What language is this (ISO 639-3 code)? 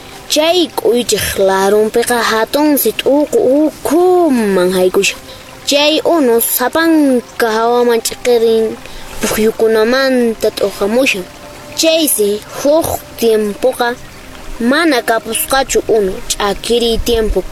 que